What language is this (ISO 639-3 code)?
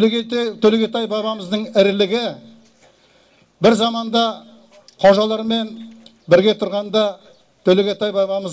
kaz